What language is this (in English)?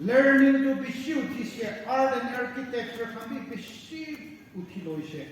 Naga Pidgin